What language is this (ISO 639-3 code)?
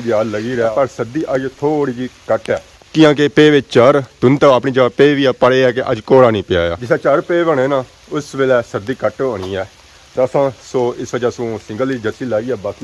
phr